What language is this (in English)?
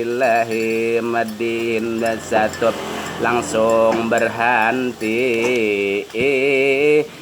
Banjar